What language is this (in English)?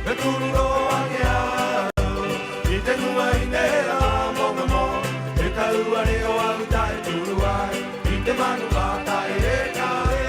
Rapanui